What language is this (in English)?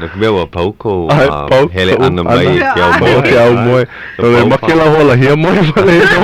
Hawaiian